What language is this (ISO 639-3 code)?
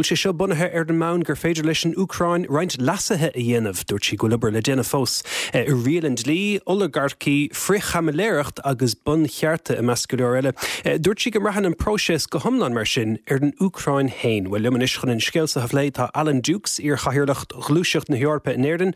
gle